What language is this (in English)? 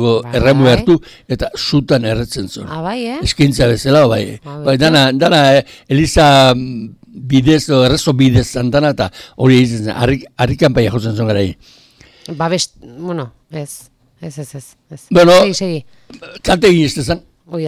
Basque